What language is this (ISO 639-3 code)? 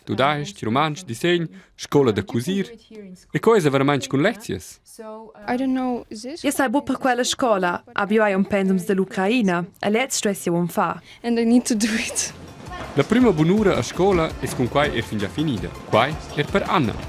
roh